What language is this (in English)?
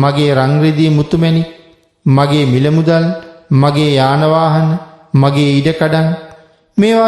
Sinhala